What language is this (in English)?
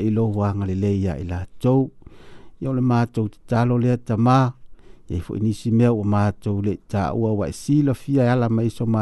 Samoan